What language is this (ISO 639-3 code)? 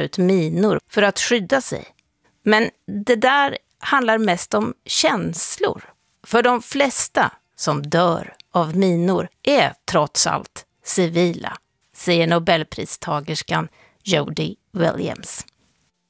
swe